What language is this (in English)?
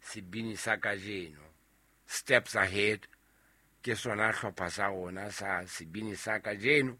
Southern Sotho